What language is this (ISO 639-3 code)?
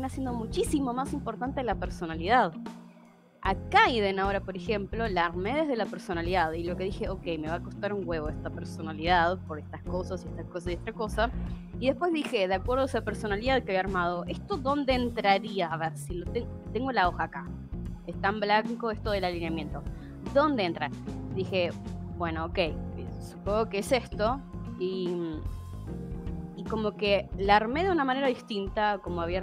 spa